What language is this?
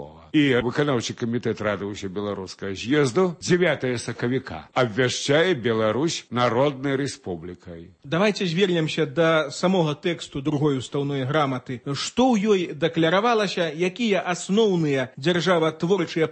Belarusian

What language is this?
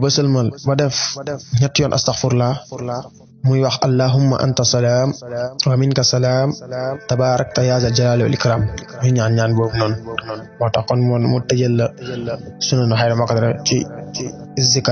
Wolof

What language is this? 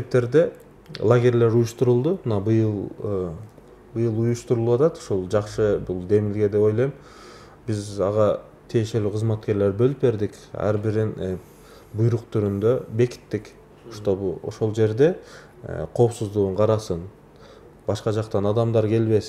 Kyrgyz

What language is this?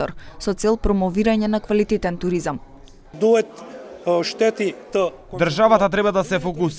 Macedonian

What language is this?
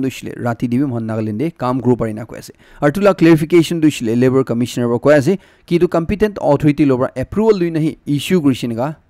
Naga Pidgin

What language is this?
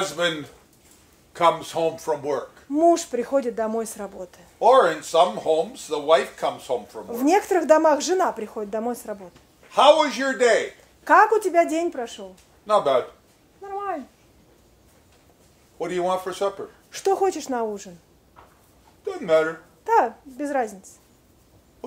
Russian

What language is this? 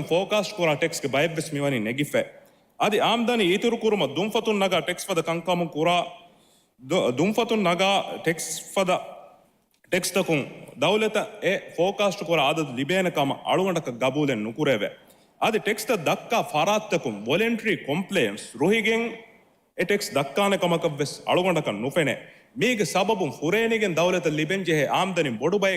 Divehi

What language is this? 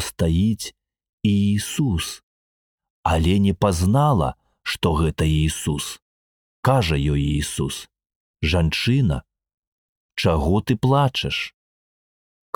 Belarusian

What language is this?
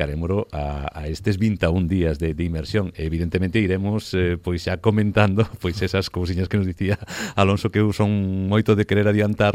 Galician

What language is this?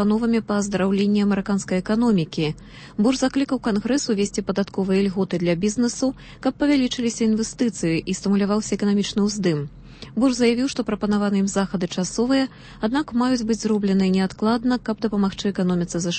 Belarusian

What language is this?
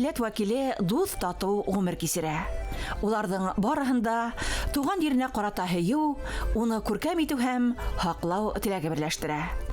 Bashkir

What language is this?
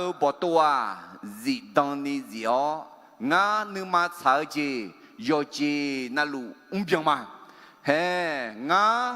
Akha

